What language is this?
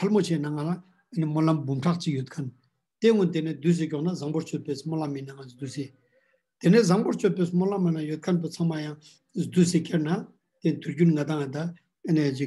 Ladakhi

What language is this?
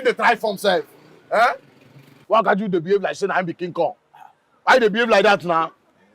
Nigerian Pidgin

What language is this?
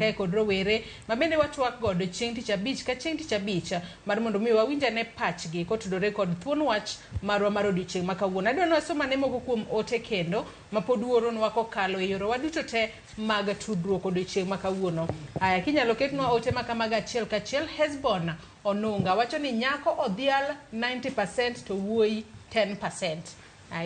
Luo (Kenya and Tanzania)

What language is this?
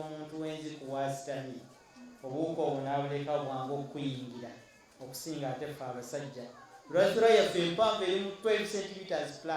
Ganda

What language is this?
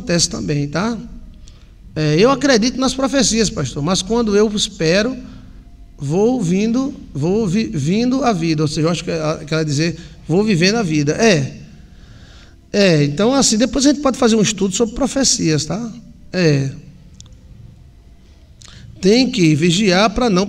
Portuguese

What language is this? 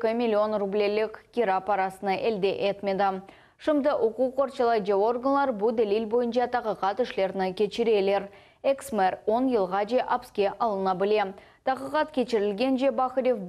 Crimean Tatar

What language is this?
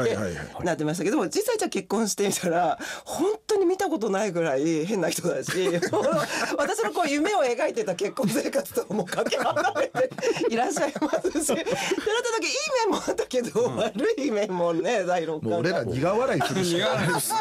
Japanese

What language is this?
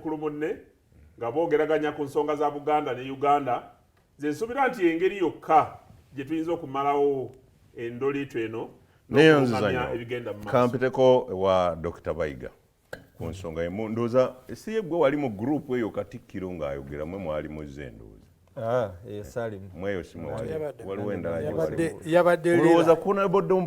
Ganda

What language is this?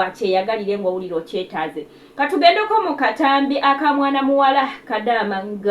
Ganda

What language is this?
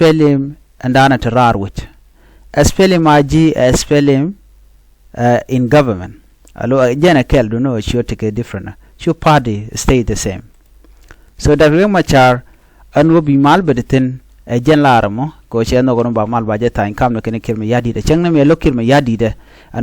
Nuer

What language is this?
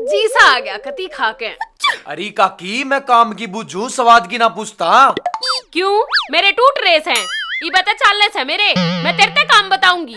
Haryanvi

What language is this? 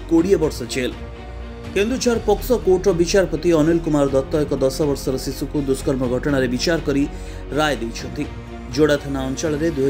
Odia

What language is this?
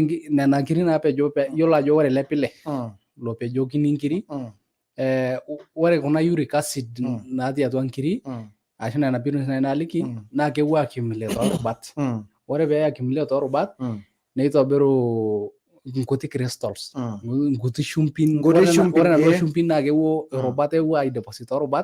Masai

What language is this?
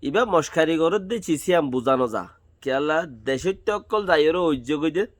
Rohingya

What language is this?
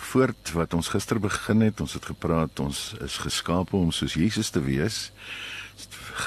Afrikaans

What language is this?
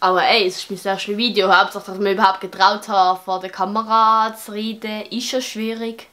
Swiss German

